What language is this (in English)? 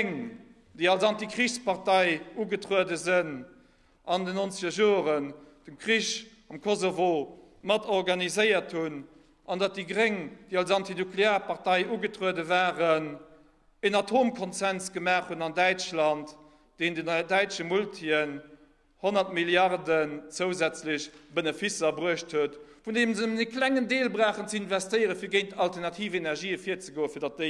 Luxembourgish